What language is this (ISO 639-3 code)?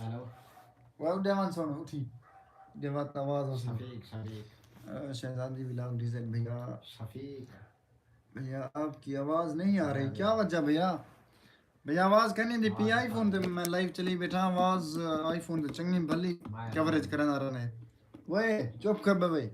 skr